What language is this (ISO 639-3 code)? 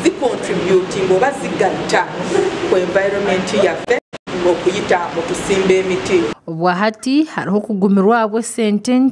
nyn